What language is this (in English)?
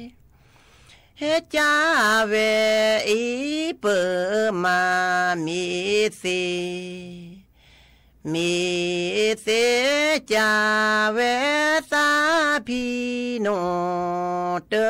S'gaw Karen